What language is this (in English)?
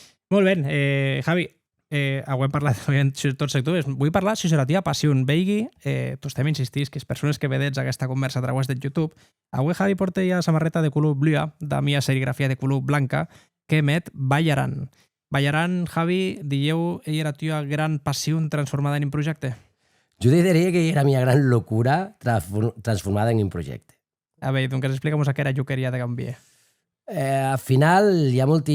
Occitan